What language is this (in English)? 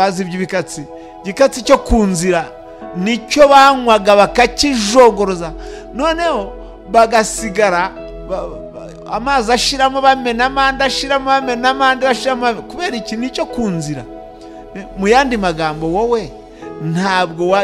Kinyarwanda